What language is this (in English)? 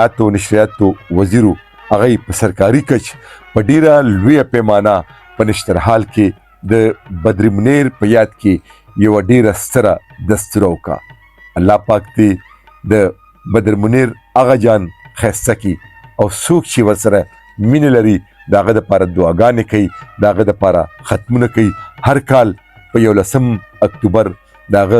Pashto